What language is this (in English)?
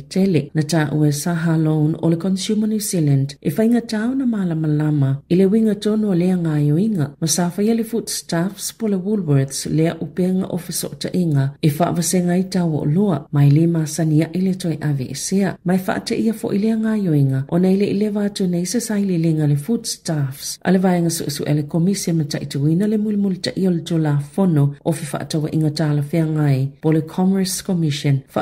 Samoan